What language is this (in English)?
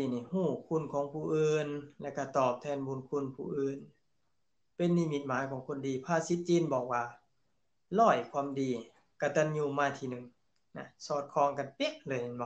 Lao